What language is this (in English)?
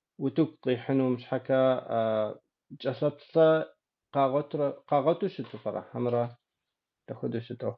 Kabardian